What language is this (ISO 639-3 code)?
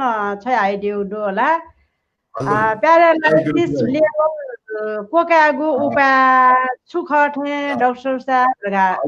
new